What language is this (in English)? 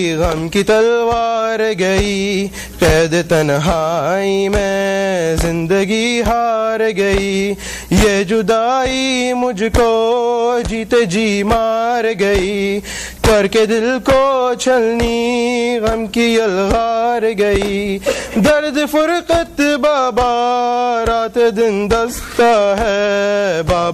Urdu